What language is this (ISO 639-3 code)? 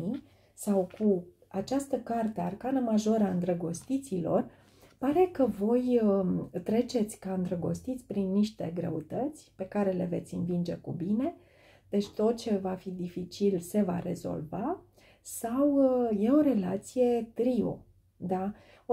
ron